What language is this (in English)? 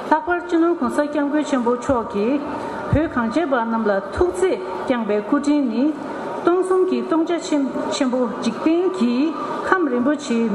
Tibetan